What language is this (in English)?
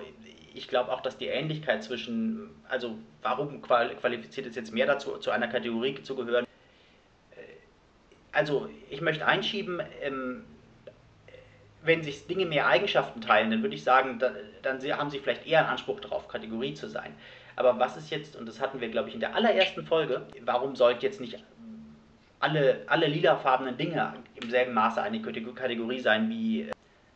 German